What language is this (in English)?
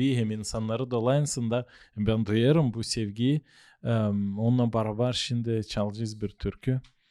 Gagauz